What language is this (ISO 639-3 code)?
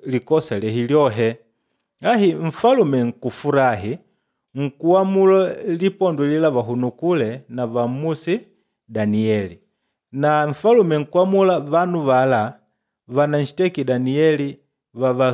kde